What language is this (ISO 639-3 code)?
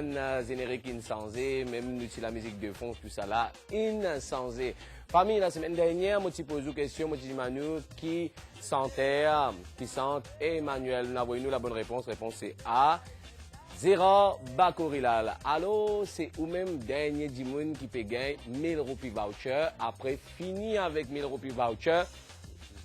mfe